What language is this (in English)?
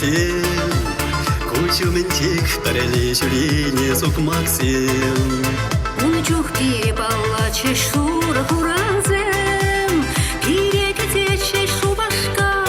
Chuvash